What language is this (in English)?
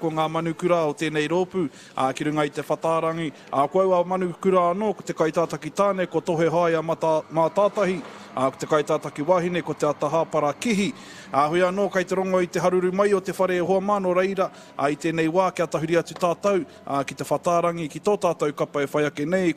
Māori